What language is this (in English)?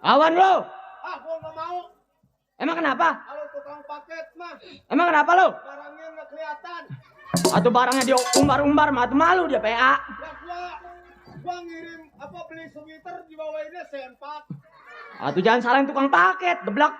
Betawi